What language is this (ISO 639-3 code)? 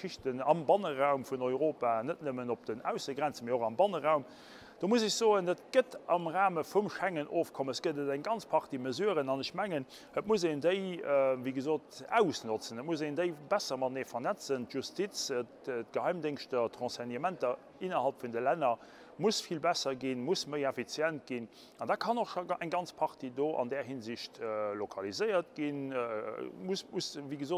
ltz